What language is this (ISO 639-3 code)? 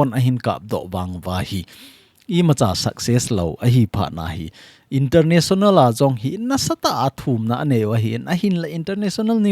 tcz